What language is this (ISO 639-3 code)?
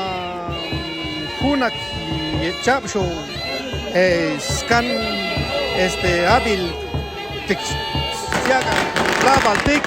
cac